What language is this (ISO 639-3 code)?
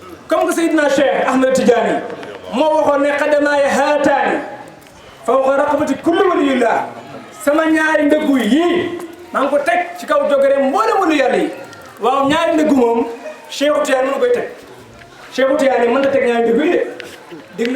wol